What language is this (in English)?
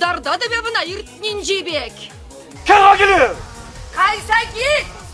Chuvash